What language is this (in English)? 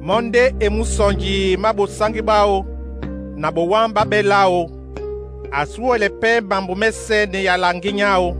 Duala